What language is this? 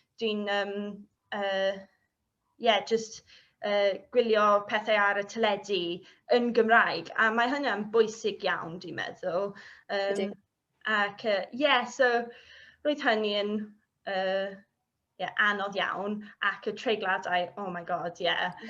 Welsh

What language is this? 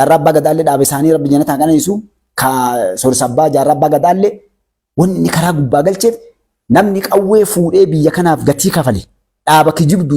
Oromo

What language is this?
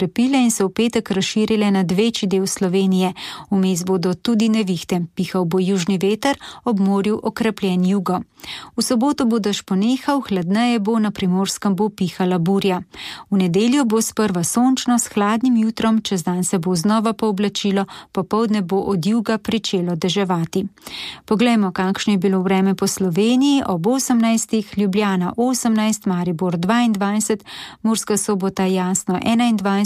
Slovenian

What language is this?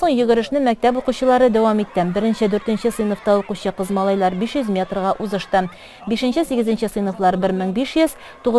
Tatar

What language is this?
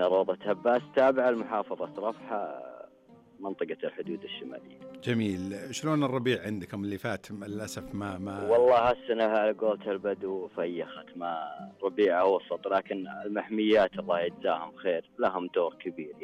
Najdi Arabic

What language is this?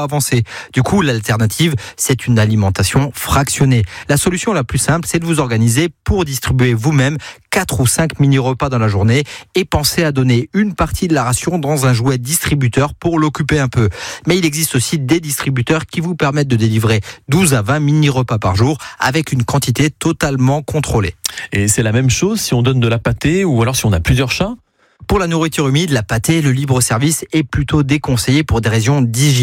French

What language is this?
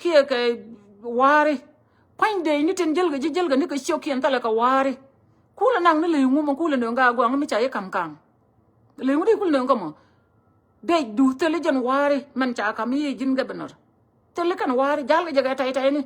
Nuer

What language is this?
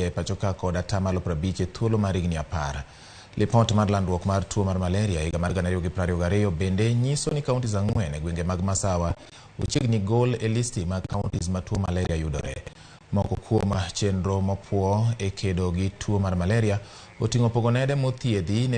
Luo (Kenya and Tanzania)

